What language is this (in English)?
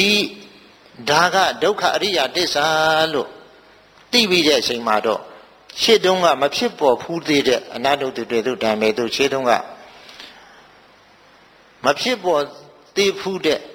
Burmese